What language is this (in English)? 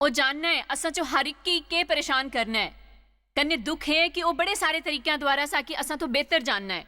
Dogri